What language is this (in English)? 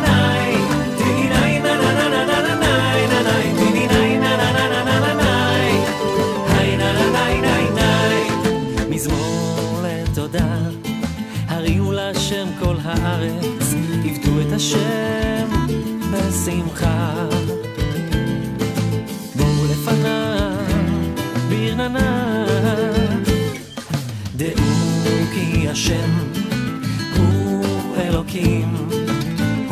Hebrew